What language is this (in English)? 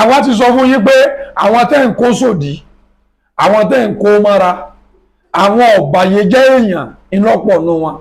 Yoruba